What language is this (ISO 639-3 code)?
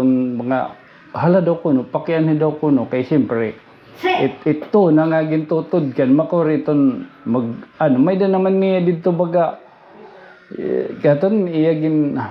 war